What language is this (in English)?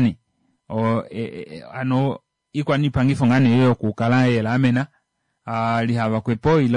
Kuanyama